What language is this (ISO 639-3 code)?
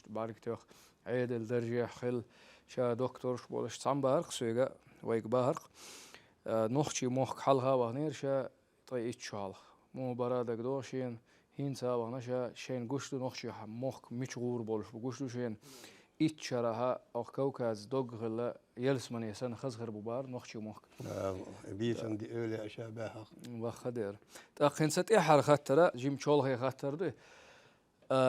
che